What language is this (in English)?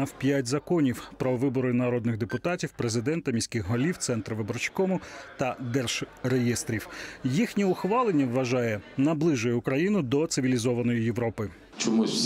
Ukrainian